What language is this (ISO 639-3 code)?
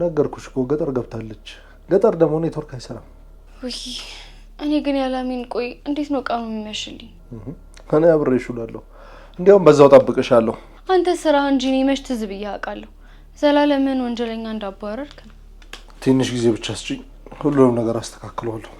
amh